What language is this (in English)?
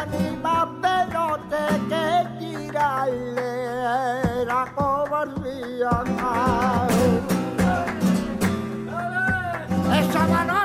Spanish